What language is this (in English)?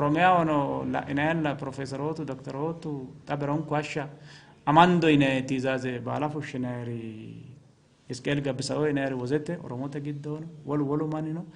Sidamo